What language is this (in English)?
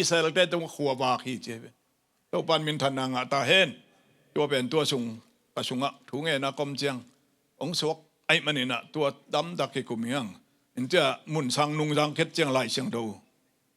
Tedim Chin